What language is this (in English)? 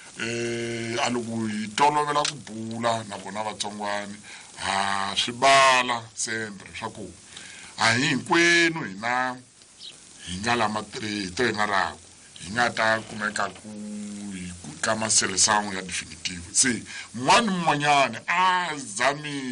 Tsonga